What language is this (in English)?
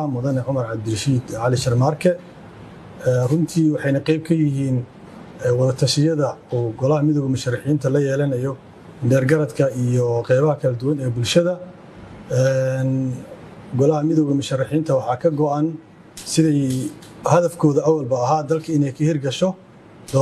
Somali